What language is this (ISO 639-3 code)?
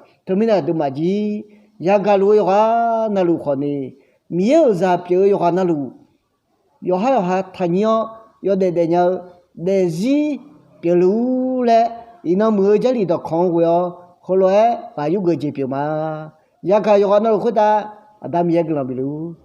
ahk